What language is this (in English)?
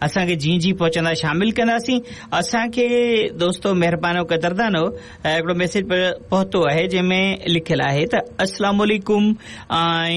Sindhi